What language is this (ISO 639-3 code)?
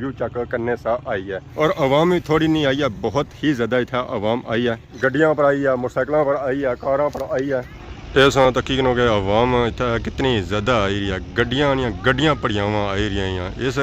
phr